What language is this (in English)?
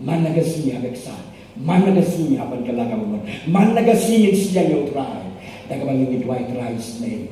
Khasi